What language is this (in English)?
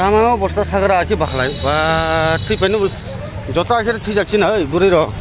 Kok Borok